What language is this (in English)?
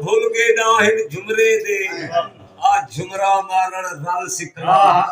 Saraiki